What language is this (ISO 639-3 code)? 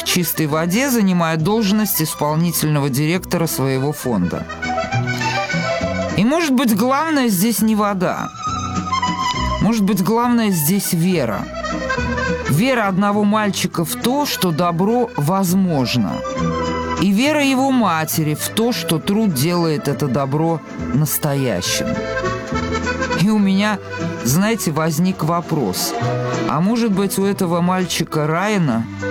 rus